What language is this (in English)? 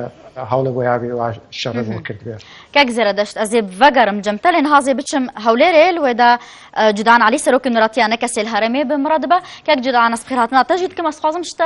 Kurdish